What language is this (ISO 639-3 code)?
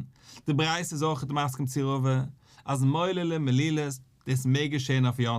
yid